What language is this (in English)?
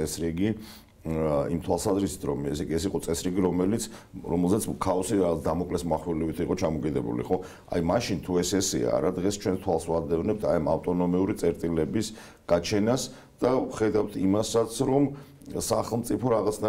Georgian